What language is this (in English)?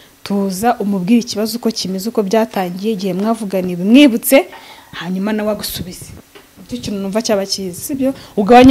Kinyarwanda